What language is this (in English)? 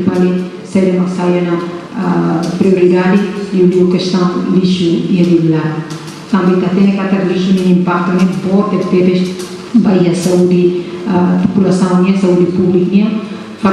Tetum